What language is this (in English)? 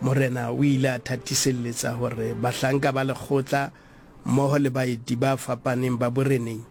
Southern Sotho